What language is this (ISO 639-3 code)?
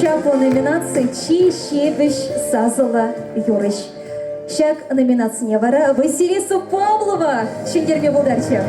chv